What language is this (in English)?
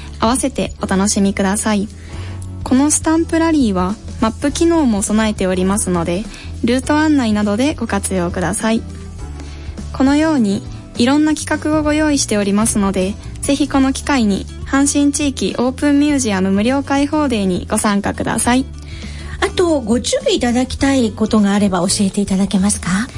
Japanese